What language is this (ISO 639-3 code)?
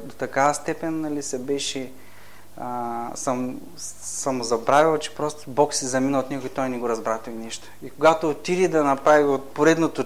bul